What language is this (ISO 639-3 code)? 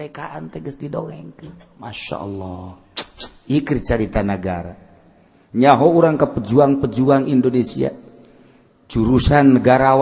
sun